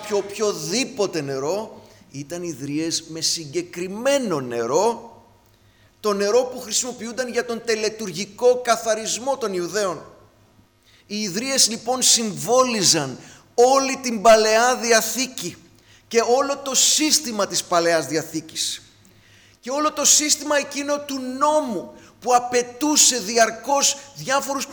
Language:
Greek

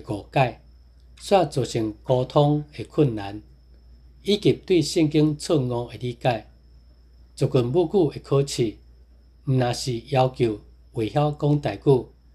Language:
Min Nan Chinese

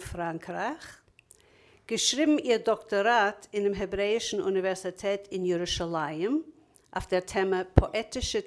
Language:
Yiddish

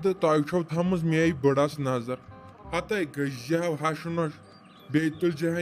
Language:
Kashmiri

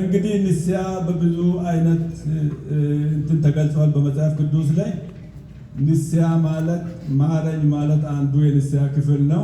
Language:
Amharic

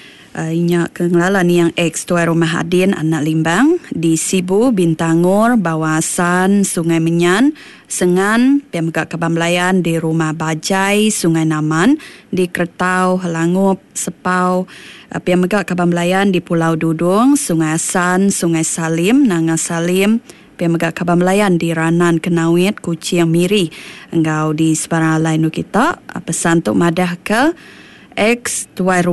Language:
Iban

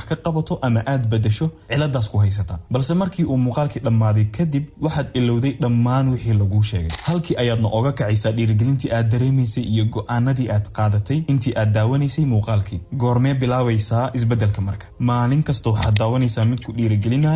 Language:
Somali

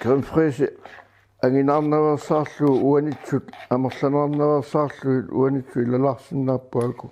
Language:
Kalaallisut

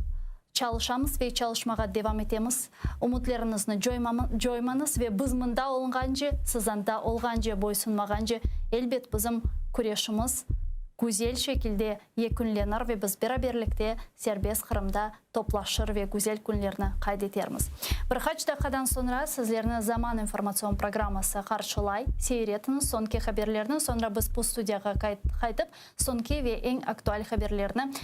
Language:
Crimean Tatar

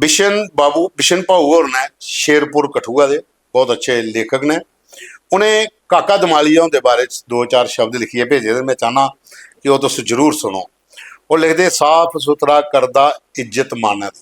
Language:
Dogri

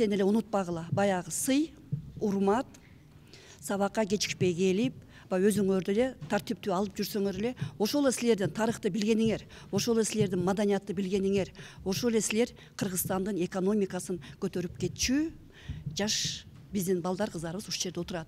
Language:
Kyrgyz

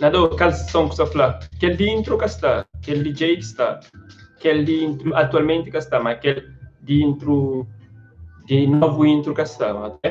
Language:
Kabuverdianu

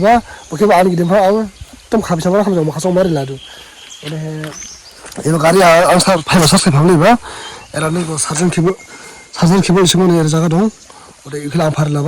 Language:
Dimasa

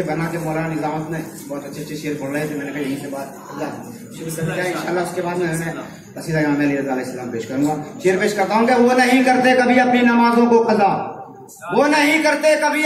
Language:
Urdu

